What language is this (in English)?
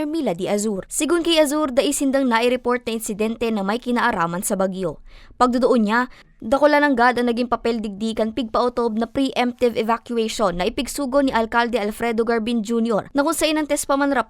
Bikol